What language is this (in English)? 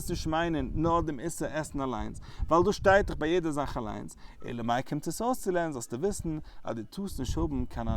Yiddish